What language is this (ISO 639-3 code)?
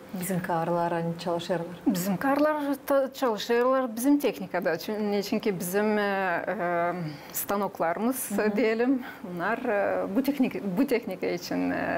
gag